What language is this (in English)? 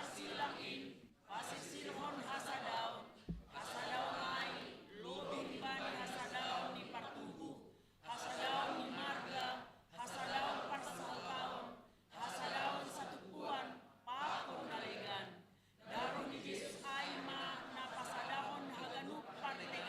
Batak Simalungun